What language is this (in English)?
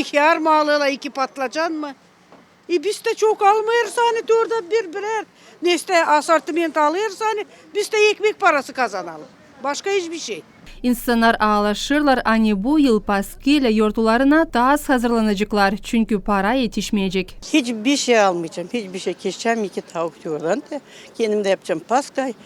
Gagauz